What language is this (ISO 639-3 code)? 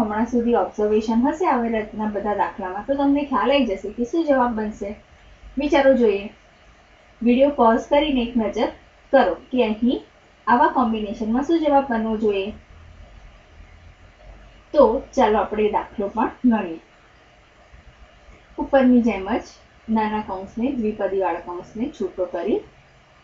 guj